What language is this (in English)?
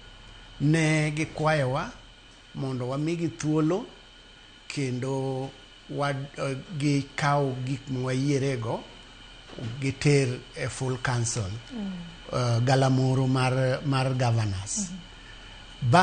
Luo (Kenya and Tanzania)